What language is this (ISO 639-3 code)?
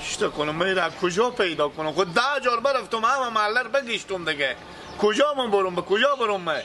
fas